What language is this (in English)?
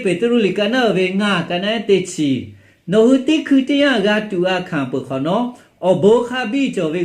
Lahu